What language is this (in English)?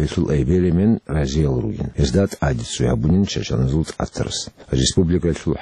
Avaric